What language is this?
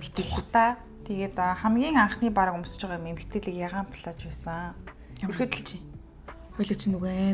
Mongolian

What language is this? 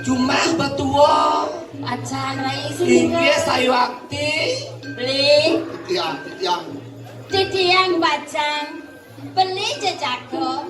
Balinese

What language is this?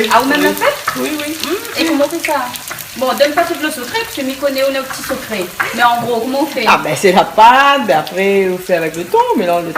Réunion Creole French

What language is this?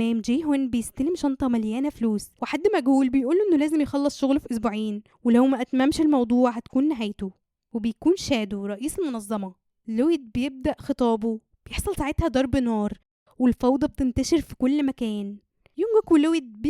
Egyptian Arabic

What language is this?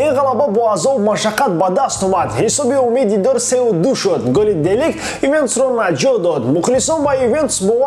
Tajik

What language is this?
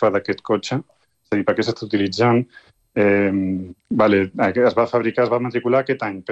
Catalan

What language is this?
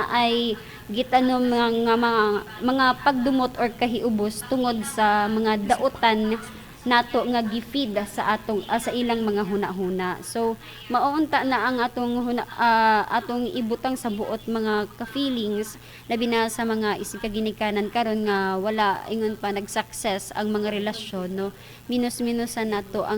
Cebuano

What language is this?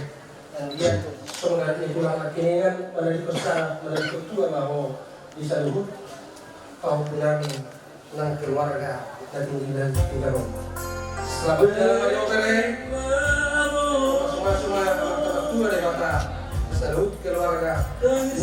Batak Toba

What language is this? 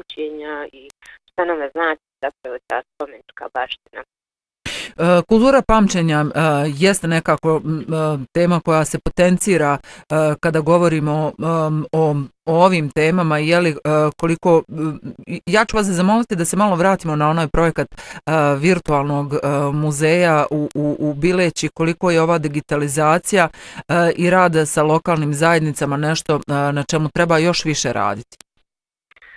Bosnian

